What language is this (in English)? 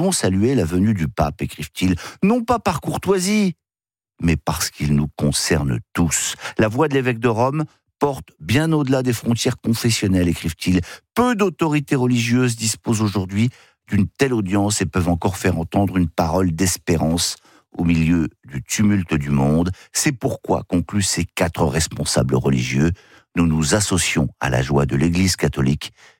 French